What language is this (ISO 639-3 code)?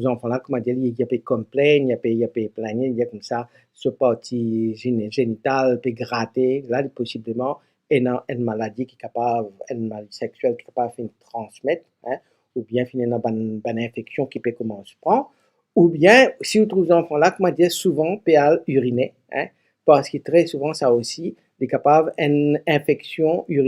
mfe